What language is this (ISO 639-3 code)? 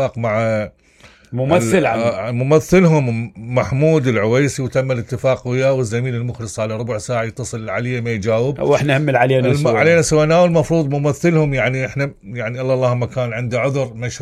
acm